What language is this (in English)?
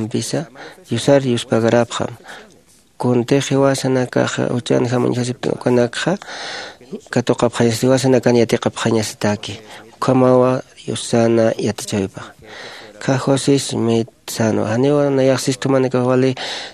Aymara